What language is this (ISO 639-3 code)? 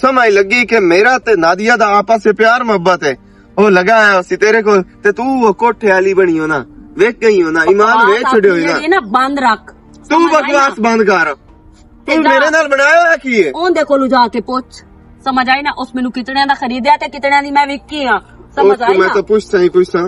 lah